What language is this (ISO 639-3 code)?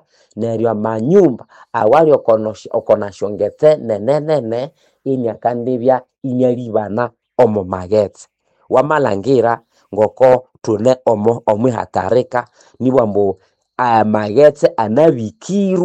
nnb